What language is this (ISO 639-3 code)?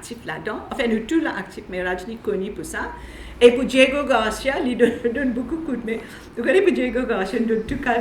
mfe